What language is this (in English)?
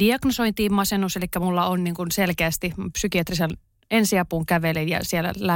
Finnish